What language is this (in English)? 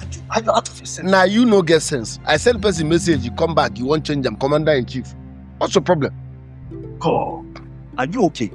Nigerian Pidgin